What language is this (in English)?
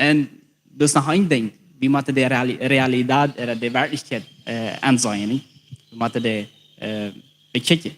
Plautdietsch